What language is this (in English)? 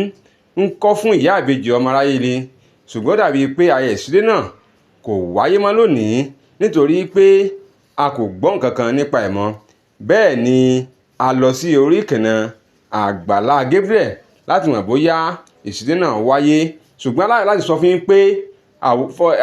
Yoruba